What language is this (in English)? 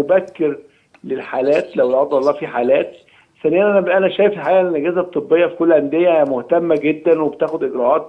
Egyptian Arabic